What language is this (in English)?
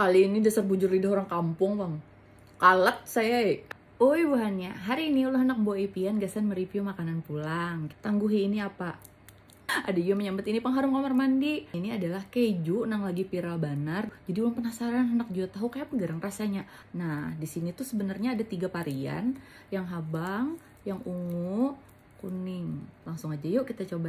Banjar